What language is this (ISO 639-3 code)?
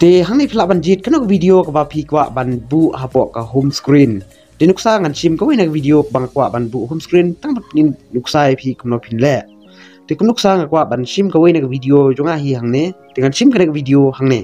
kha